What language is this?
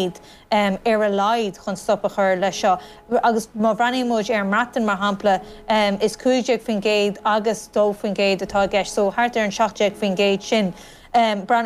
Irish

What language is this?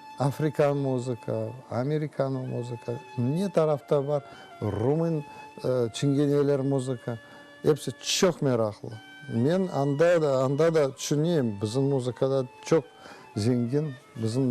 Crimean Tatar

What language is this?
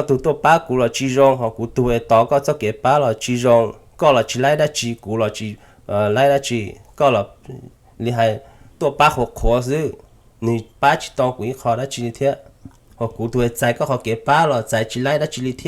Hmong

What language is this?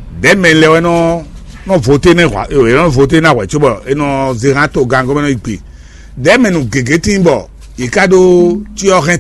Fon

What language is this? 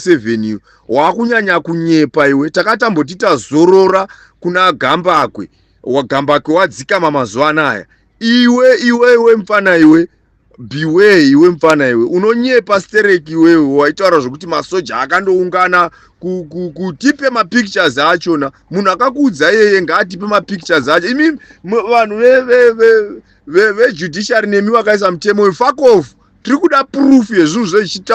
Shona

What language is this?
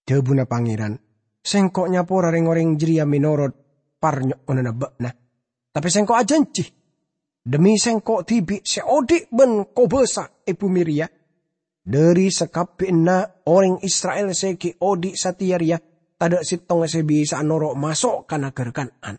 Madurese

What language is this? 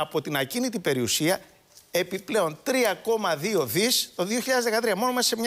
Greek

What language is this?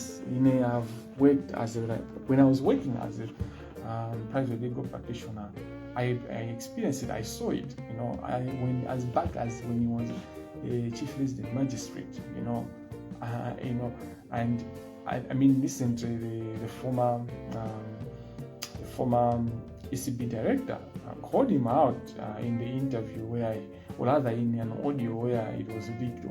Nyanja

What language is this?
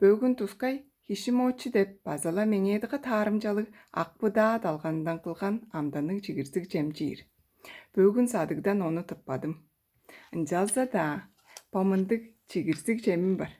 Tuvinian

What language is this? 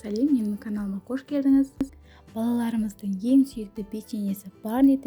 Kazakh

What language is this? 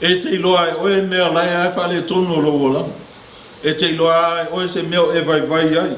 Samoan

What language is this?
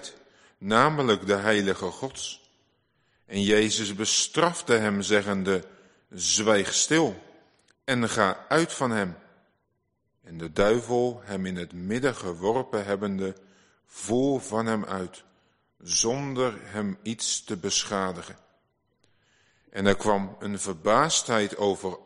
Dutch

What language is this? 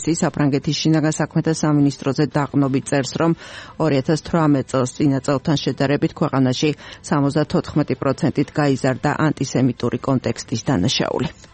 Georgian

